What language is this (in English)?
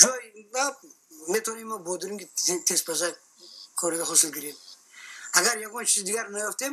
Tajik